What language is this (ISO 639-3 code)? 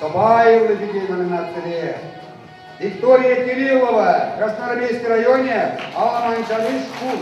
chv